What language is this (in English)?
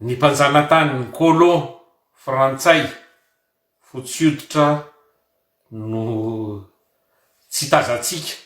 Malagasy